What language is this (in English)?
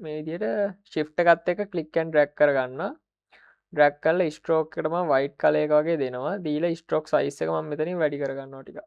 Sinhala